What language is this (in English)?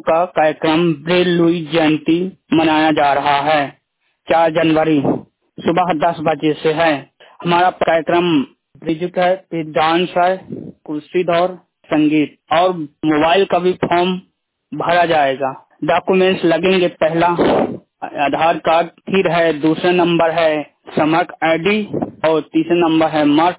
Hindi